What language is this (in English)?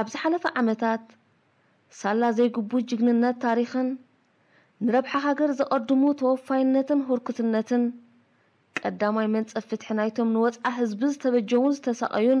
Tigrinya